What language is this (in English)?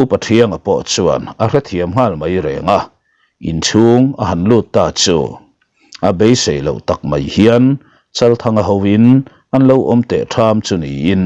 Mizo